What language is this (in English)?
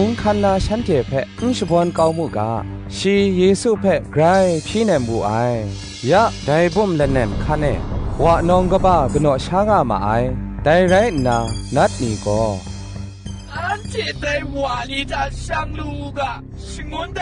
Kachin